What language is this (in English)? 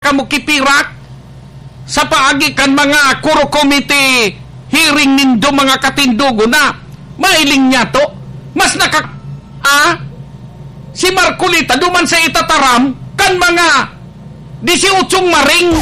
Bikol